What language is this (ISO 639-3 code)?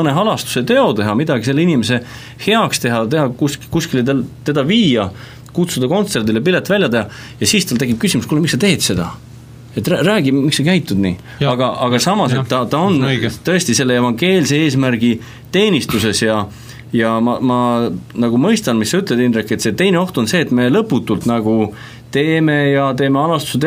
est